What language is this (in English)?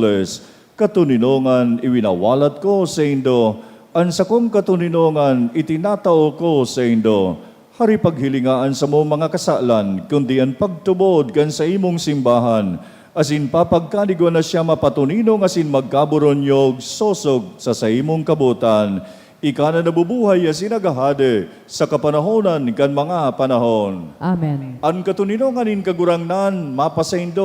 Bikol